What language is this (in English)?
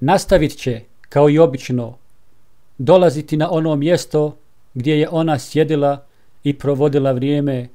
Bosnian